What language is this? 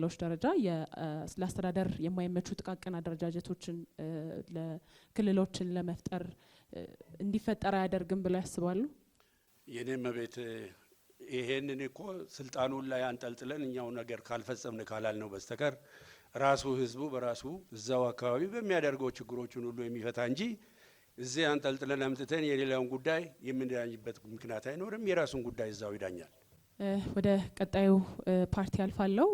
Amharic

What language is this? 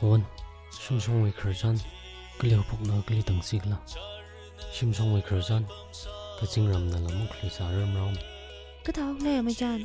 Tangkhul Naga (India)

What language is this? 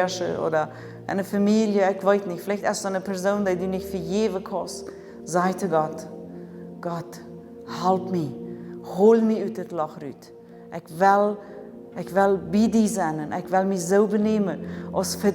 Plautdietsch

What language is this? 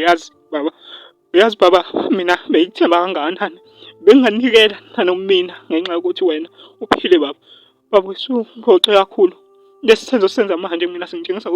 Zulu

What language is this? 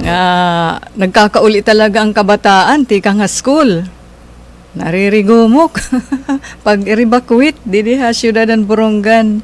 Waray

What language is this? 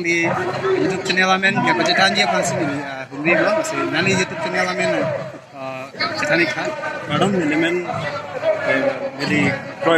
Karbi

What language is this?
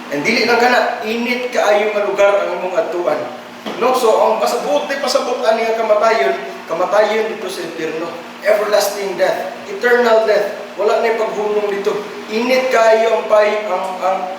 Cebuano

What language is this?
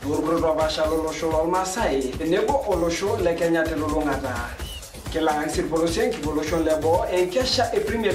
Masai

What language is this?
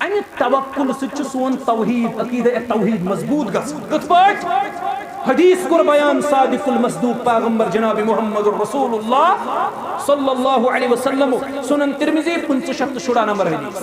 Kashmiri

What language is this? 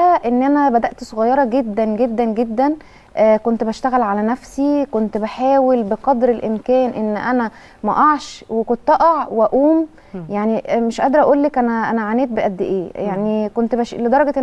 Egyptian Arabic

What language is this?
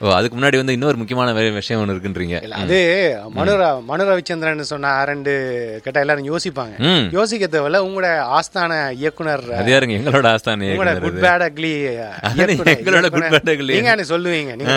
Tamil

